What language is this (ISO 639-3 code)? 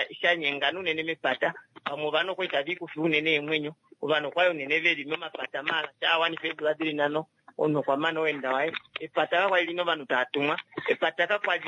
kua